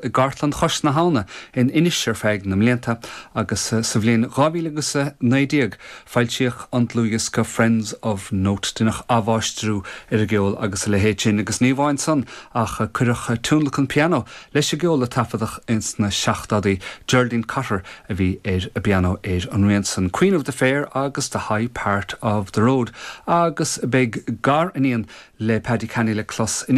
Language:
Irish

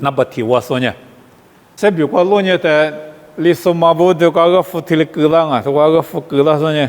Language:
Lisu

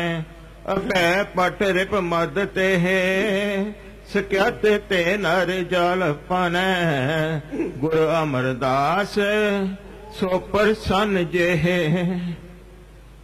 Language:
Punjabi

